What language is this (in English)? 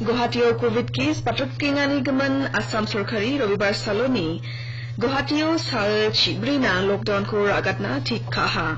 Garo